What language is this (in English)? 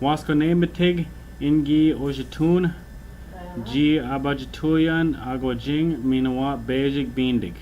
Ojibwa